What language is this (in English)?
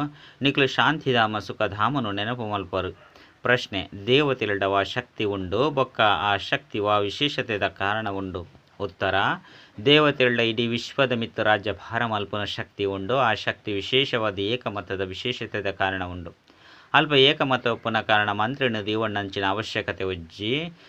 Tulu